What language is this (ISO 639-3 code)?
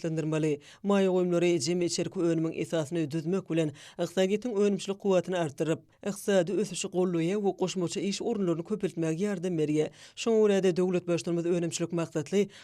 tuk